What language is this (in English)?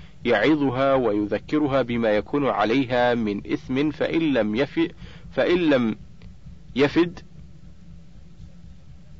Arabic